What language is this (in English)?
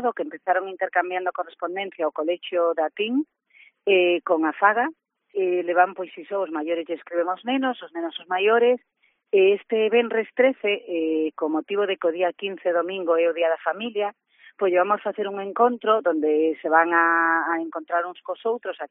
Galician